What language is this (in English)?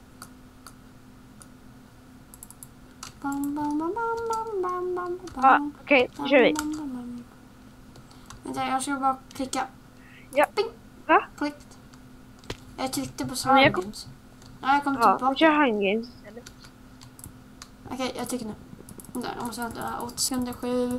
Swedish